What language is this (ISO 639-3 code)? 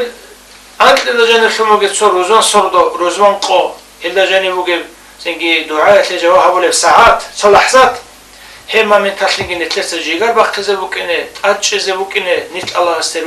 ava